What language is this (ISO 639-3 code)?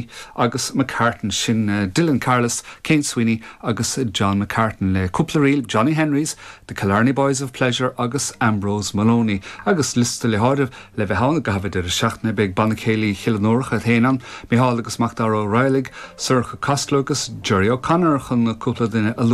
gle